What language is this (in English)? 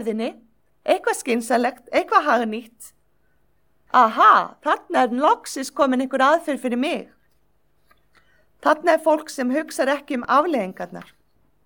Icelandic